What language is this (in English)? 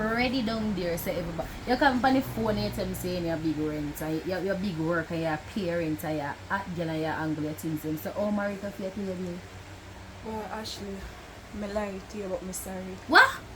Jamaican Creole English